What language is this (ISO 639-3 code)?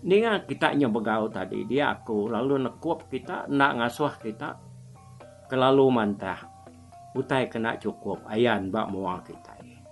iba